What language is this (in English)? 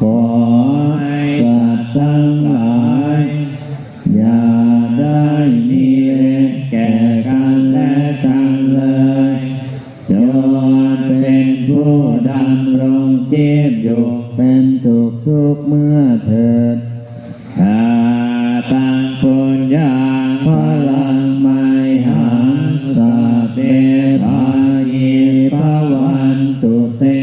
Pali